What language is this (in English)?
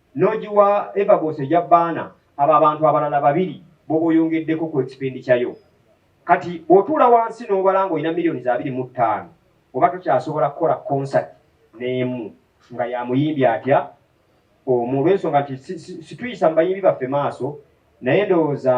Ganda